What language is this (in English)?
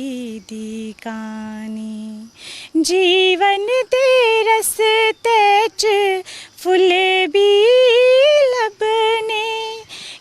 Dogri